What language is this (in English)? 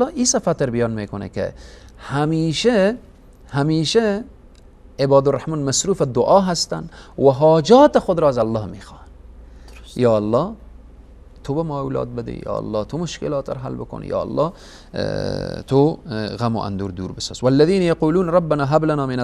Persian